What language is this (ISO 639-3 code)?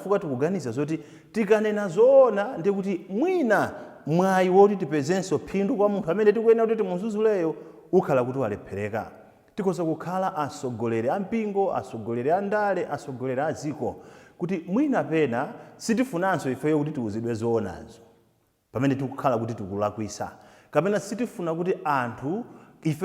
nya